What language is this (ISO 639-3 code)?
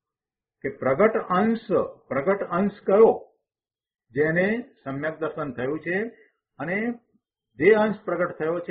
guj